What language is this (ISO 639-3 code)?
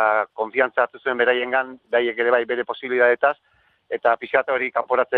eus